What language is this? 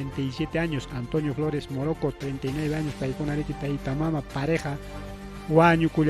Ayacucho Quechua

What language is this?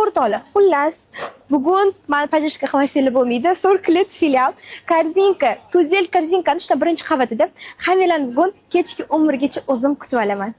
Uzbek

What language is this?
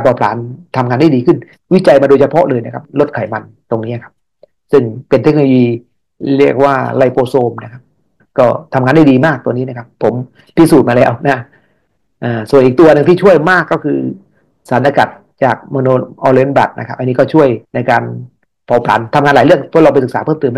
Thai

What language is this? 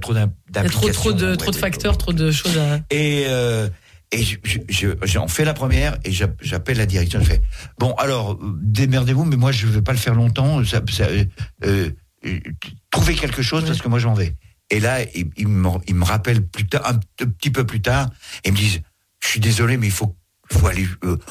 French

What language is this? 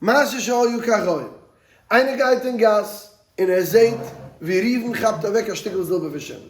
Yiddish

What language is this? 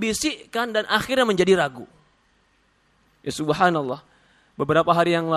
Indonesian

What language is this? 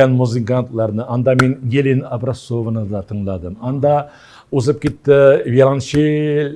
Tatar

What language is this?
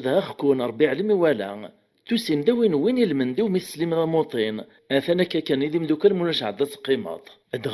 Kabyle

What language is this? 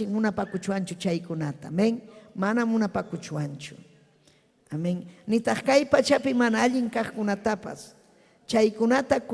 Ayacucho Quechua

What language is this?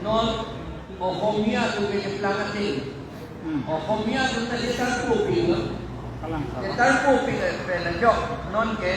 Karbi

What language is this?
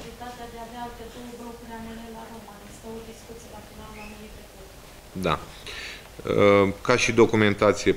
Romanian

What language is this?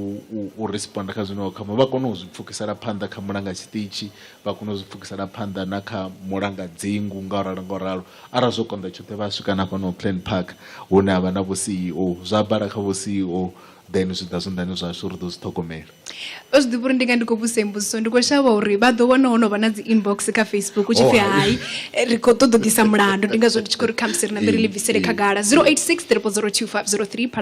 Venda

